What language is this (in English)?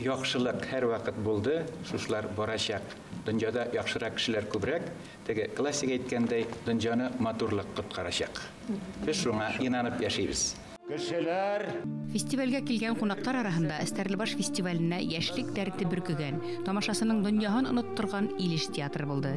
Bashkir